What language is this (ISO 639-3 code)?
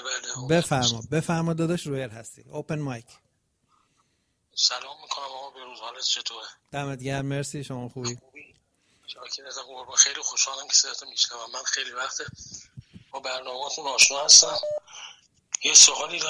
fas